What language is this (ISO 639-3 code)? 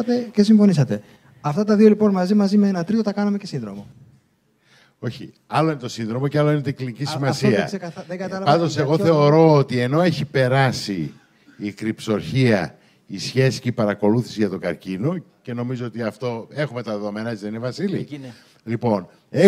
ell